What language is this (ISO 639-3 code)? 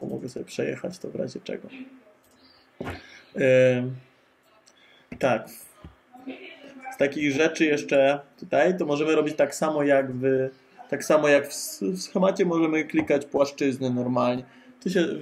pol